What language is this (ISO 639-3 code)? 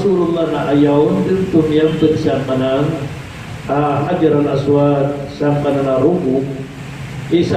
mrw